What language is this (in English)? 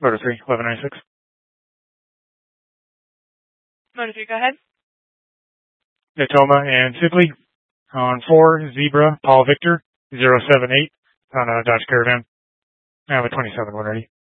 English